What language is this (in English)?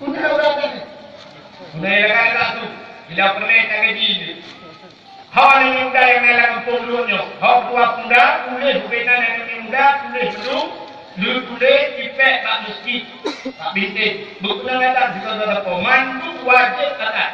Achinese